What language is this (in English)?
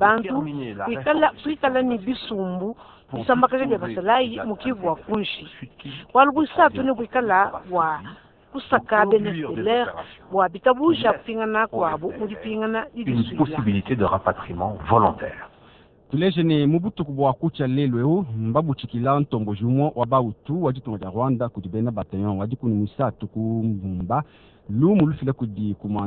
Luba-Lulua